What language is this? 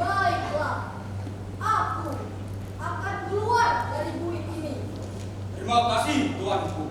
Banjar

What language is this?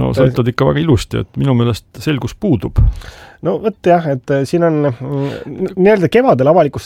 Estonian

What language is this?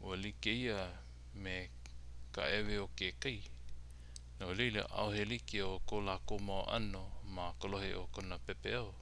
Hawaiian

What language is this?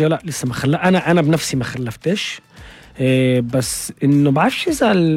North Levantine Arabic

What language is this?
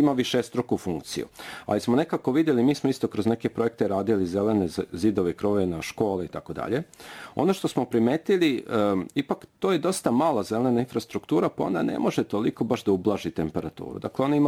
Serbian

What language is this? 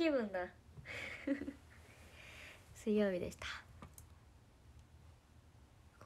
Japanese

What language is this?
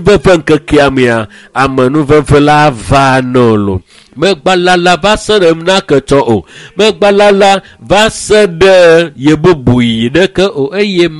Ewe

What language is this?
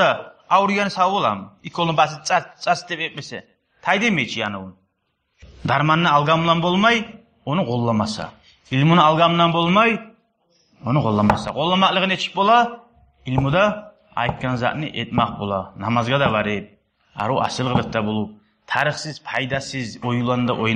Kumyk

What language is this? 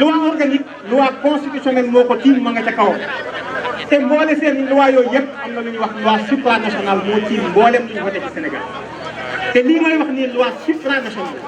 Wolof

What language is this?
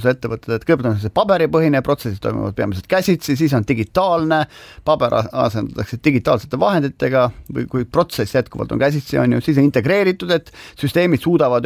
Estonian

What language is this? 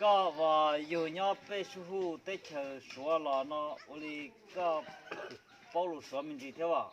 Hmong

